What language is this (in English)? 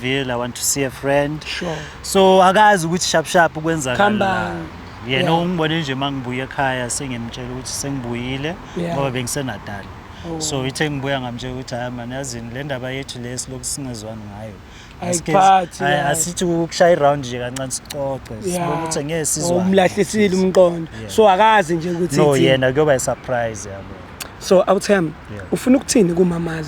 Zulu